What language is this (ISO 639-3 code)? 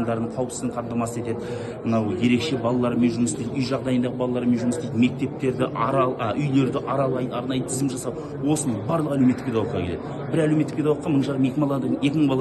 kaz